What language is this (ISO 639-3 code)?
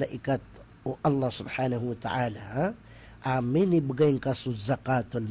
mrw